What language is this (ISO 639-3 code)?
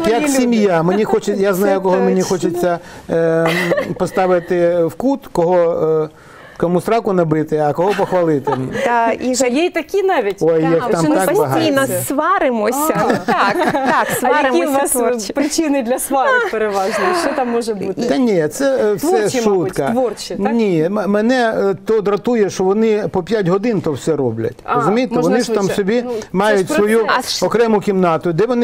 ukr